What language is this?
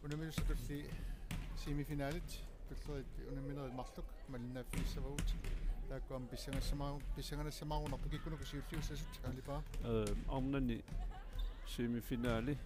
Kalaallisut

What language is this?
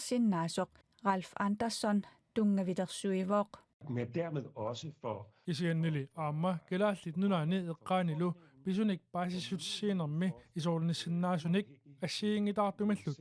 Kalaallisut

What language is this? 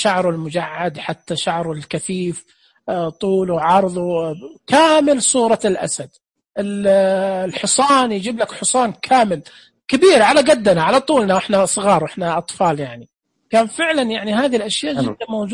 Najdi Arabic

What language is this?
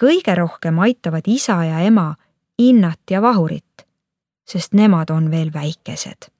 Estonian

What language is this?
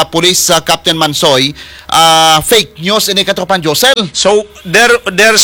Filipino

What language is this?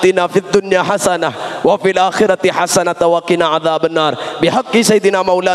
Madurese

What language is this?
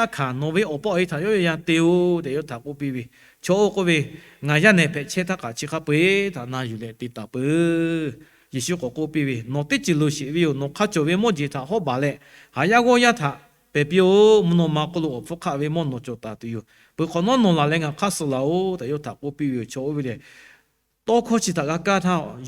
Lahu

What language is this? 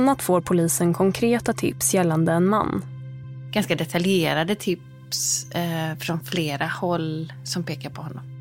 Swedish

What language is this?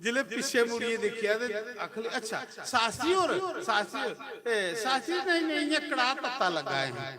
Dogri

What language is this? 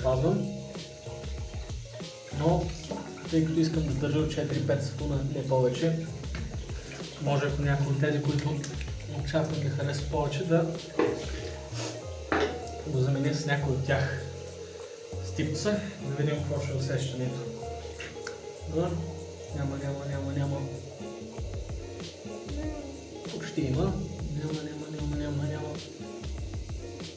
Bulgarian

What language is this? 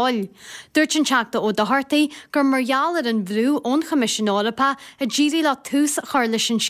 Irish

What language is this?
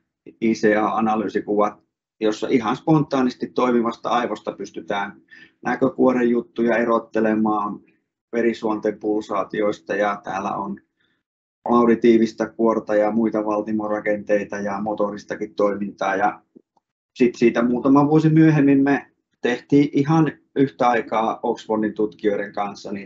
Finnish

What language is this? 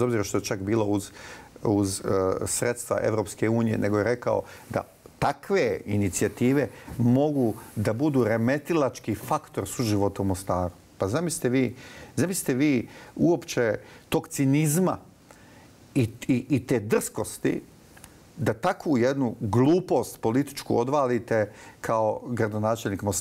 Bosnian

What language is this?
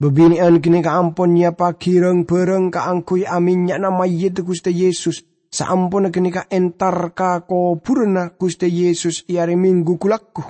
Madurese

